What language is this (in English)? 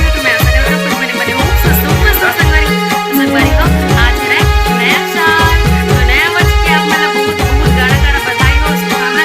Chhattisgarhi